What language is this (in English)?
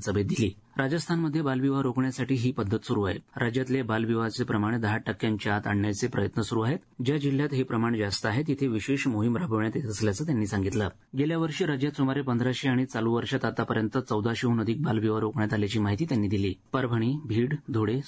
Marathi